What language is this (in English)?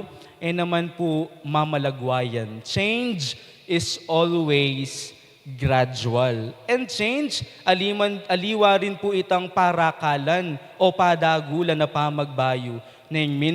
Pampanga